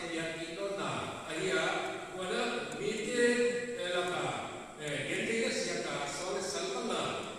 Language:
Paite Chin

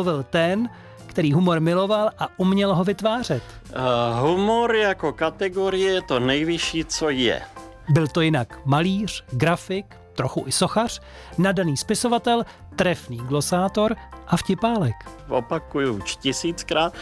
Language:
Czech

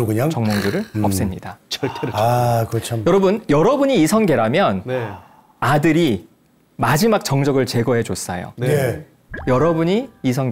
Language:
Korean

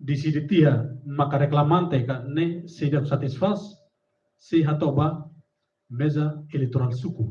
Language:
Tetum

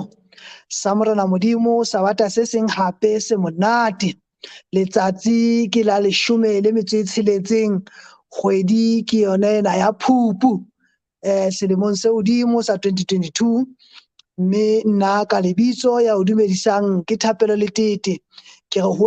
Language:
Southern Sotho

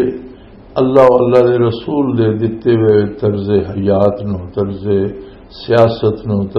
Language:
Western Panjabi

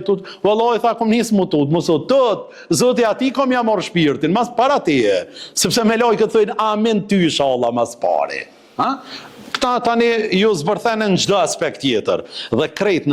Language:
Albanian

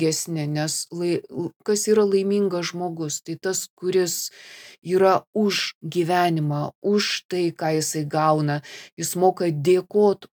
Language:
Lithuanian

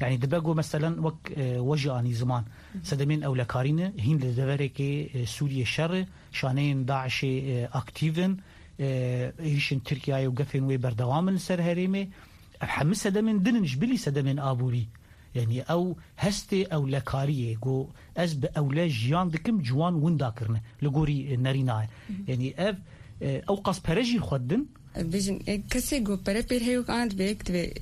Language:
Kurdish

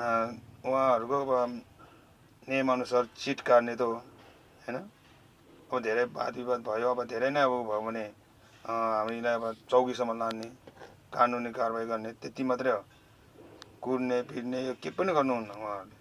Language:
Nepali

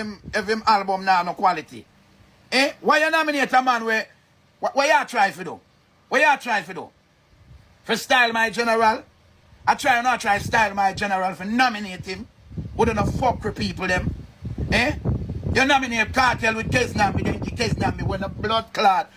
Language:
Jamaican Creole English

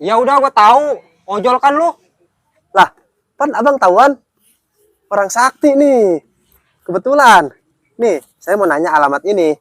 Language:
Betawi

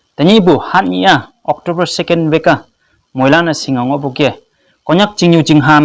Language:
Konyak Naga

